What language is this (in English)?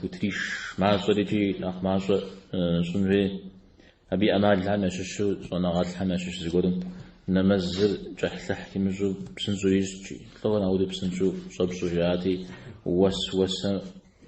Kabardian